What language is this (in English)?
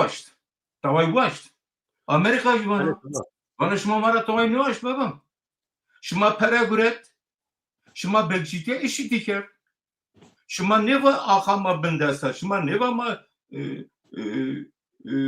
Zaza